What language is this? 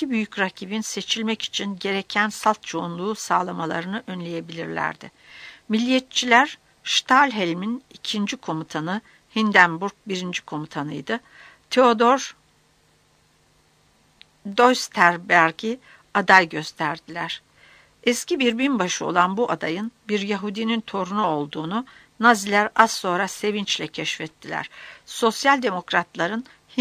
Turkish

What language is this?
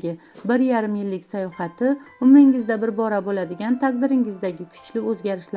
Uzbek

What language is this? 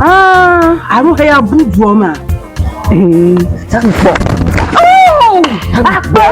Ewe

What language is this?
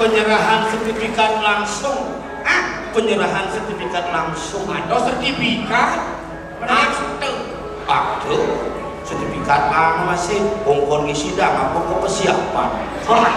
Balinese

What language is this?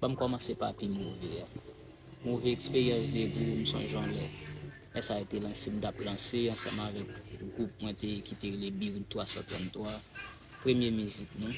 Haitian Creole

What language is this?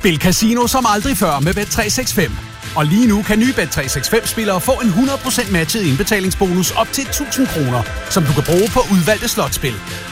Danish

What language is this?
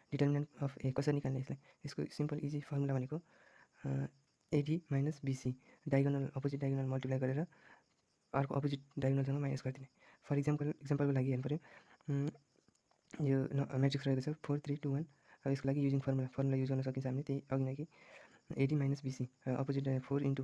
Nepali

